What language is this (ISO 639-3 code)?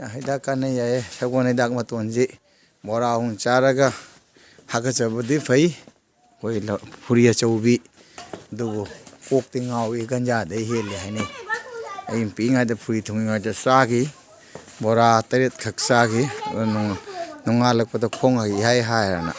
mni